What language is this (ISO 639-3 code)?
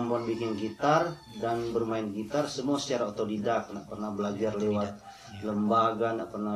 xmm